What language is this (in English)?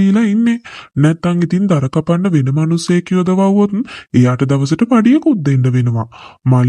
Sinhala